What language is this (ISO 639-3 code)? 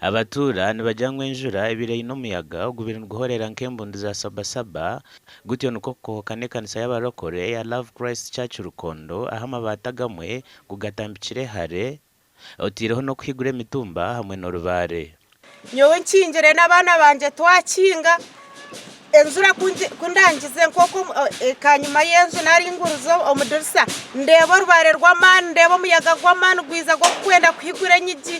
nyn